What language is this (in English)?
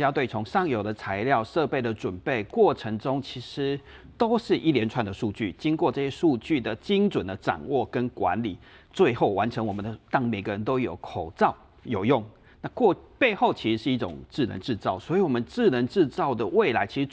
Chinese